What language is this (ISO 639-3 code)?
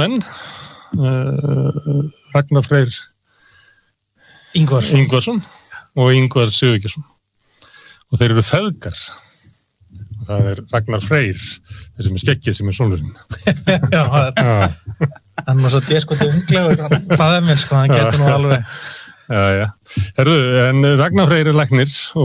isl